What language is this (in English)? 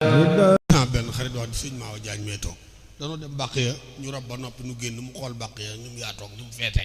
Wolof